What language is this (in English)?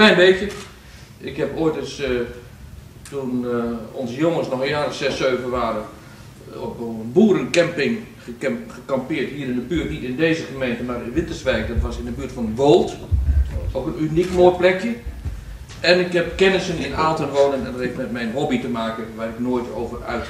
Dutch